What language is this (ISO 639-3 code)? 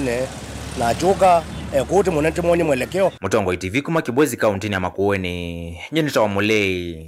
kam